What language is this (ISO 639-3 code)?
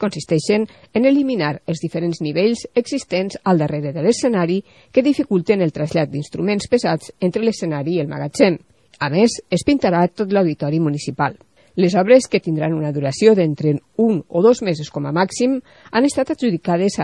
cat